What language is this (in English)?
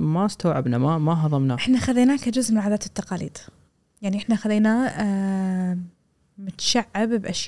Gulf Arabic